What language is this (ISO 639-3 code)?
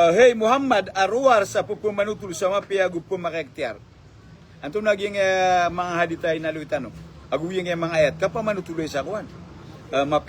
mrw